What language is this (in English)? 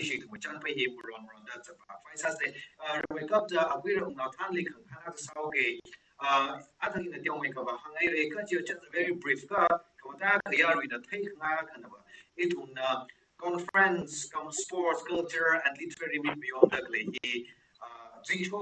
Tangkhul Naga (India)